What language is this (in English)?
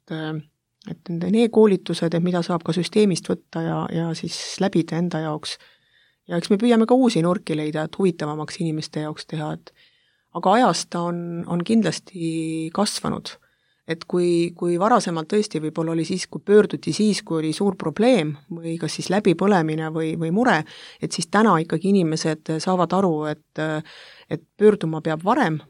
Estonian